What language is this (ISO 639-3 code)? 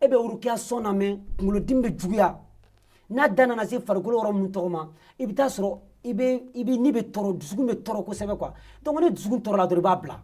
bam